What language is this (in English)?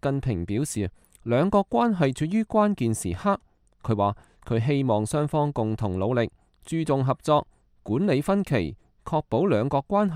Cantonese